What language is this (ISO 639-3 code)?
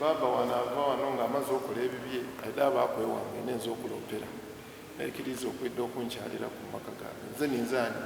xog